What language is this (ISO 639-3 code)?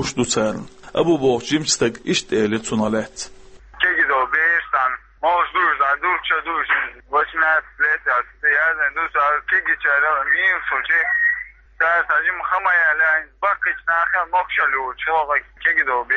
che